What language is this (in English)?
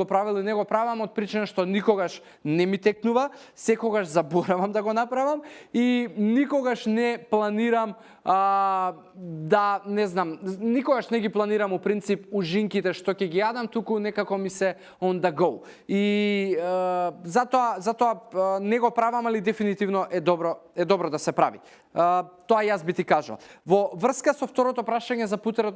Macedonian